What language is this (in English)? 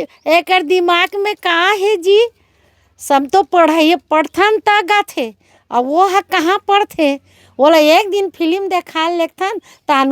Chhattisgarhi